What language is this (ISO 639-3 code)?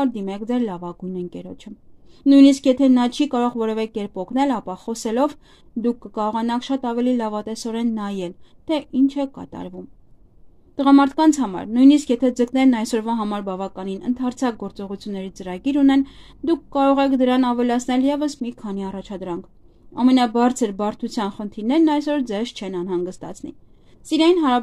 hye